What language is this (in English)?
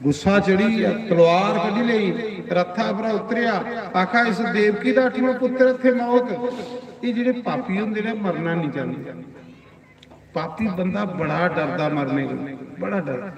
Dogri